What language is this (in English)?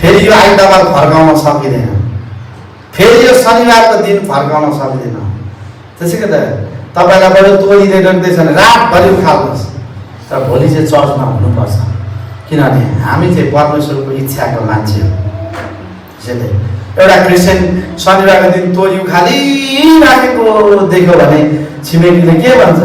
Nepali